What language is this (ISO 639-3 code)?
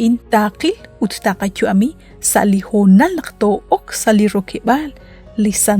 kek